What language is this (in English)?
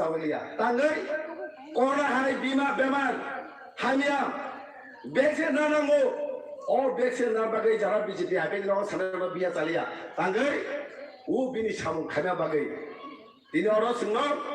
Kok Borok